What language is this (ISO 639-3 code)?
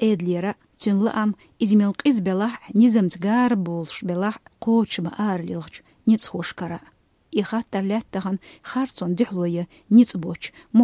che